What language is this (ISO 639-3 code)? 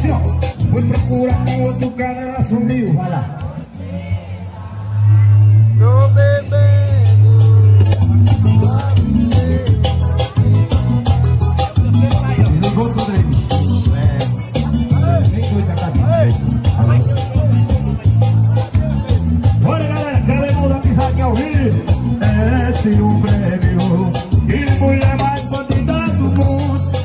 por